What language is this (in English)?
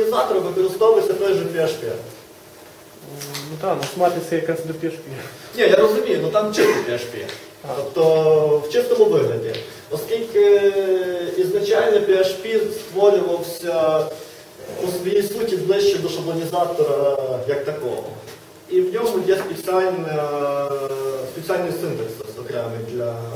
Ukrainian